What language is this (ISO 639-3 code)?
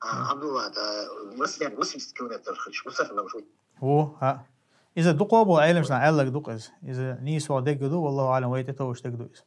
che